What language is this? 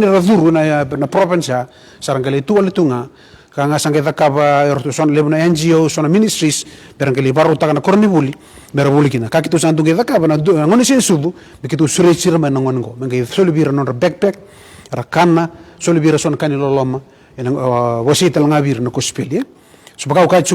Fijian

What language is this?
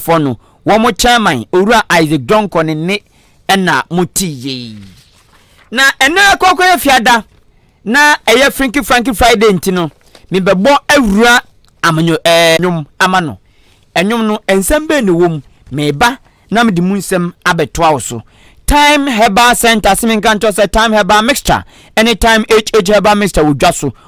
Akan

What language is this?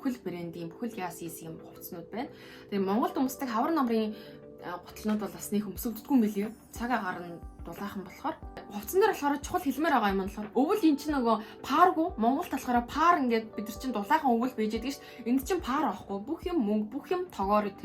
Mongolian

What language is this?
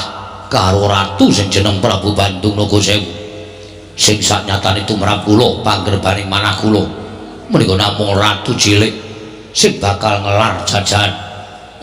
Javanese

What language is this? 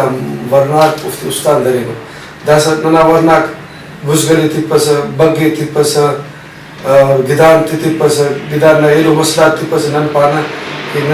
Brahui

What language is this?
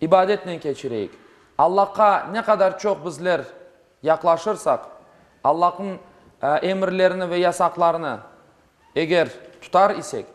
Crimean Tatar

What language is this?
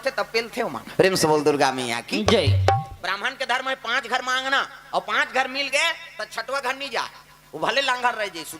Chhattisgarhi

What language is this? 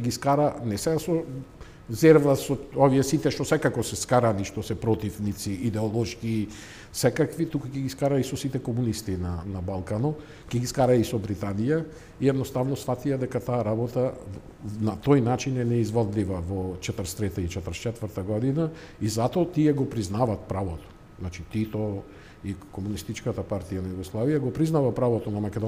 Macedonian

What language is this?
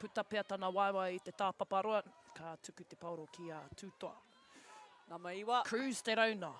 Māori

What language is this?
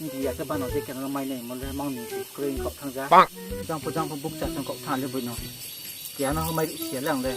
Riang (India)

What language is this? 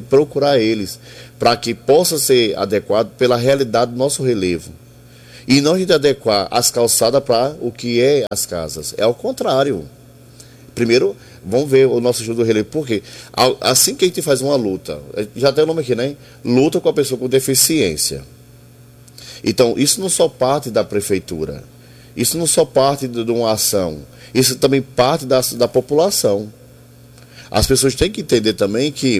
Portuguese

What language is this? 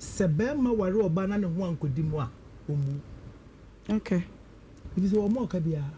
Akan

